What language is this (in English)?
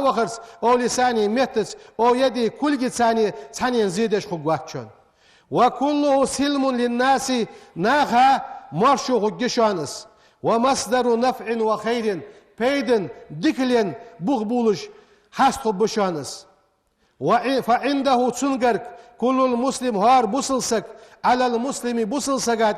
Ingush